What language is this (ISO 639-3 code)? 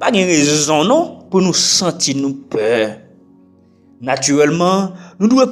hat